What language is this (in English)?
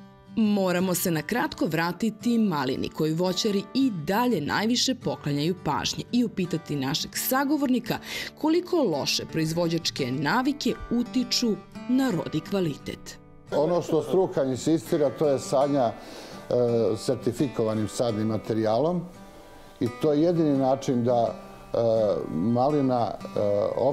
Serbian